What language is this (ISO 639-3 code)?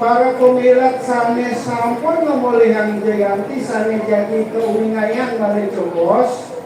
ban